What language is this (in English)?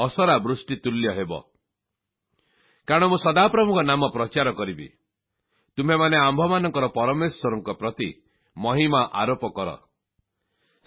Odia